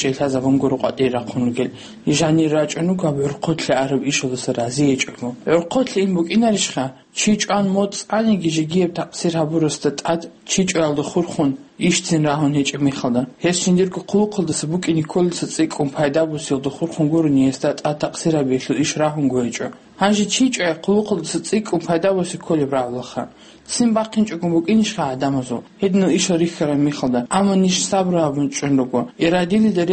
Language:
Avaric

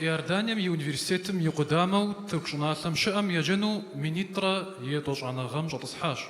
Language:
Kabardian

